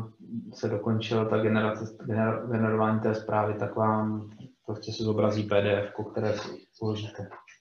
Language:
Czech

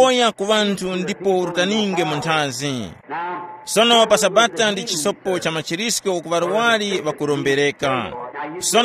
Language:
Tumbuka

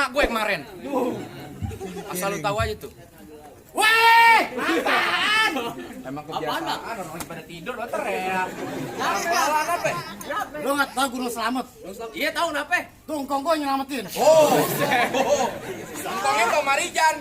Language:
Betawi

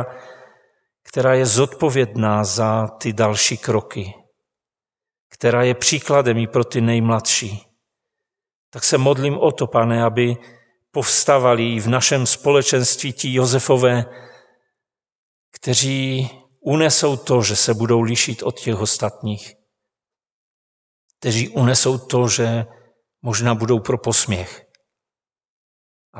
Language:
Czech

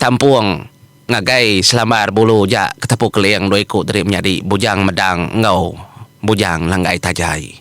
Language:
Iban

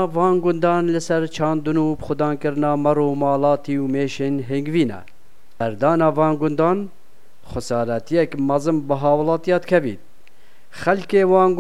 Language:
Kurdish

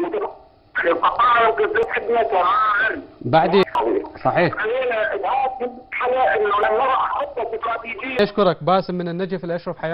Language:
Mesopotamian Arabic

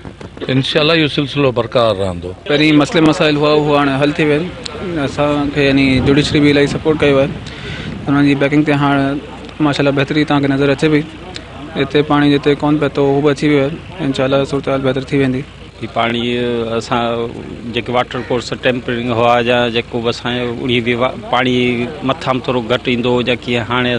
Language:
Sindhi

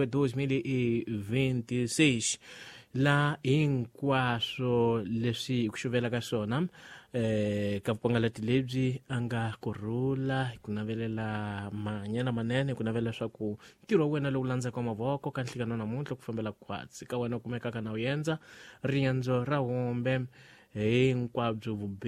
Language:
Tsonga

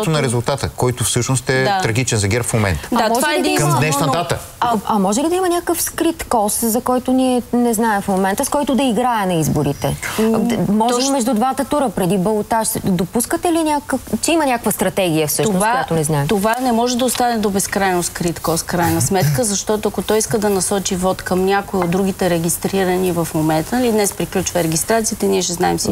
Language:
Bulgarian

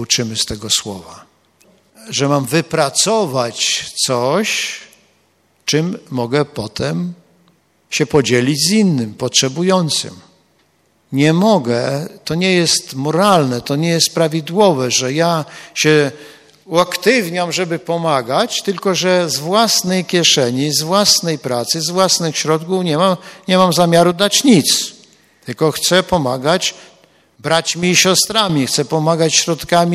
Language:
Polish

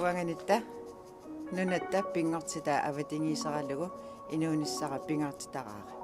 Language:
Kalaallisut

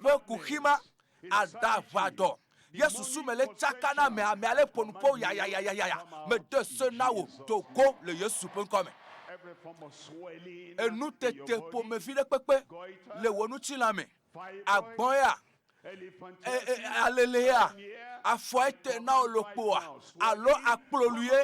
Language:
Ewe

